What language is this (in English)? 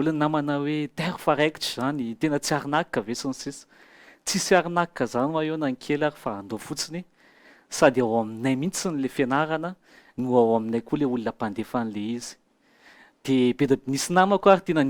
Malagasy